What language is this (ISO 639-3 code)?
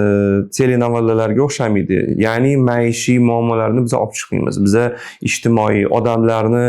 uzb